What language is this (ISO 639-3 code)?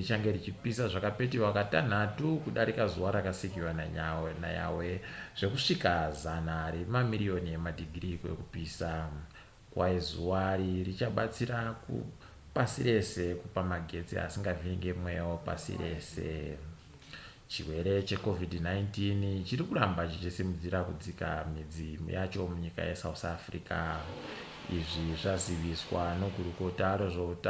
ndc